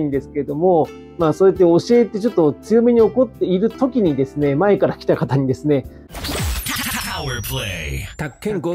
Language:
Japanese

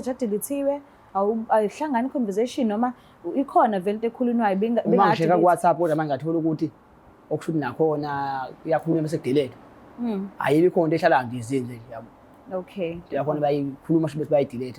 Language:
Zulu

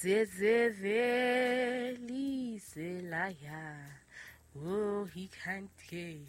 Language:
Southern Sotho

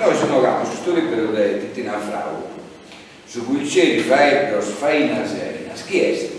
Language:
Sardinian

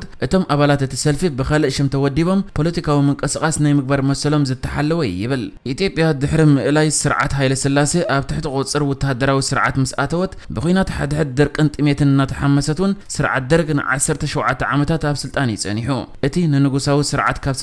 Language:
Tigrinya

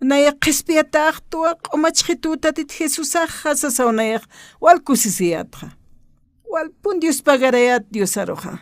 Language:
Aymara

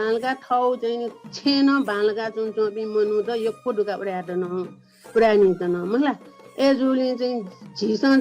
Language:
Newari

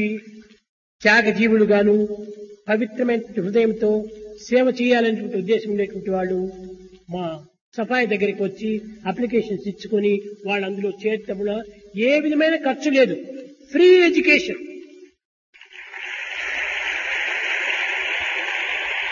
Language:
Telugu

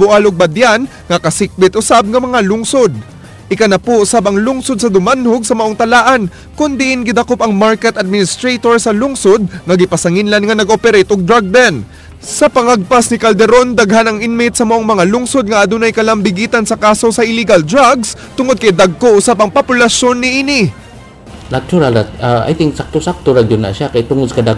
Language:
Cebuano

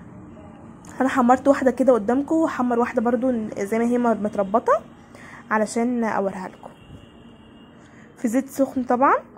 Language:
Egyptian Arabic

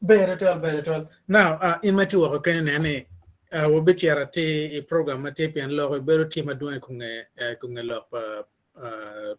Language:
Acoli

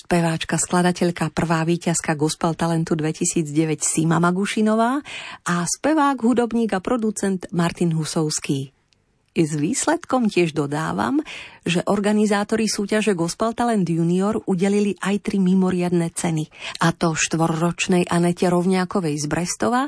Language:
Slovak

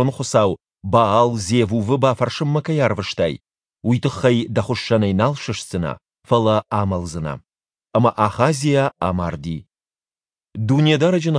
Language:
Ossetic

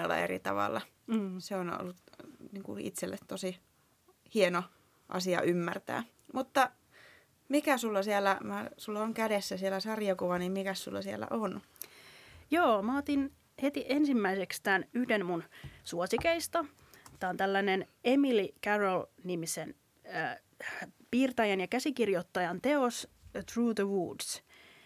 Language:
Finnish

